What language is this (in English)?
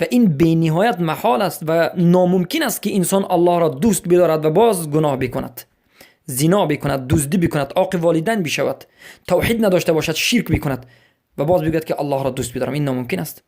Persian